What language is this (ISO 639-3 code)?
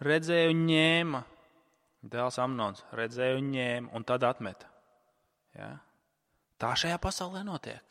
lav